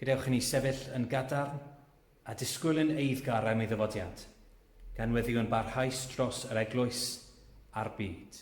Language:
Welsh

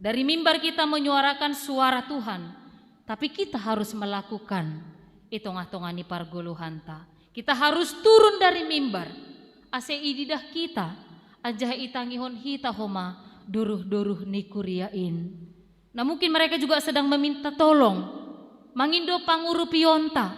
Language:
Batak Simalungun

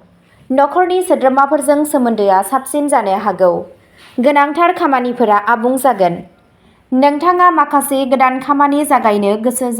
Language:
Bodo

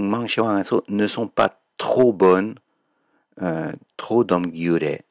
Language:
Tibetan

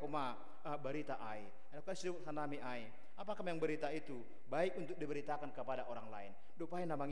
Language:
Batak Simalungun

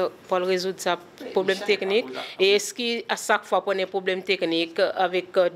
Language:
Seselwa Creole French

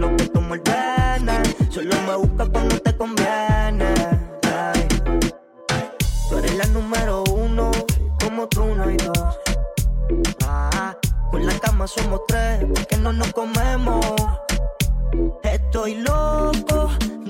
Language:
Spanish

